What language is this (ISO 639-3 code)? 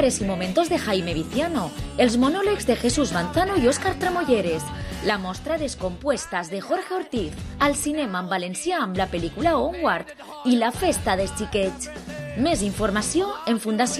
cat